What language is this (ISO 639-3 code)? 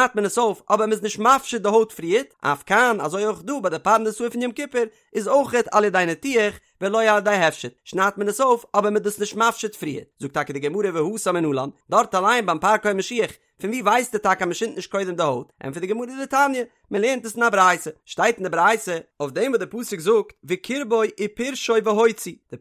yid